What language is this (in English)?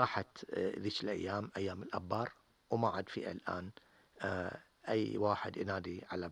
Gulf Arabic